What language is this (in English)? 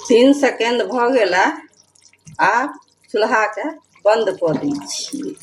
Maithili